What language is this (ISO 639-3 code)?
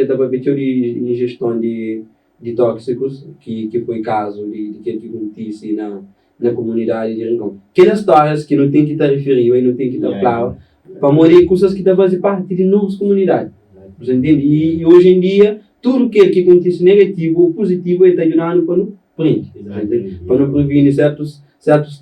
kea